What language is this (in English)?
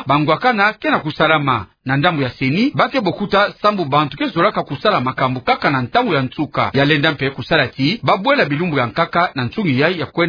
Kituba (Democratic Republic of Congo)